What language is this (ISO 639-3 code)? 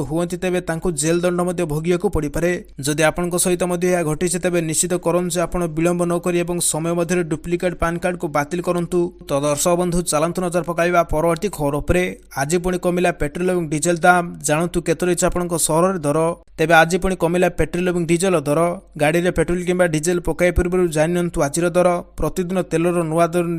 ori